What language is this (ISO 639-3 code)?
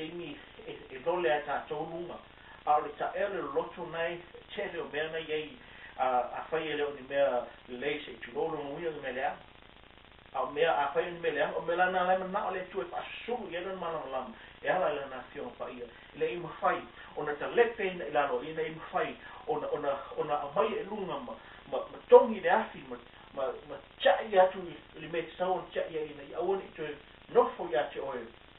smo